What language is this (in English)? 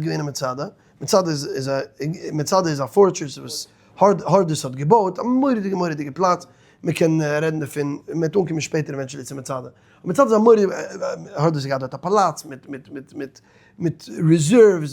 Yiddish